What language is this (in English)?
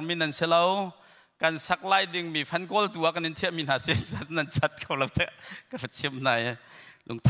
Hakha Chin